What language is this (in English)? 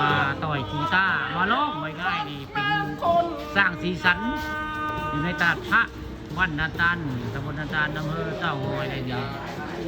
Northeastern Thai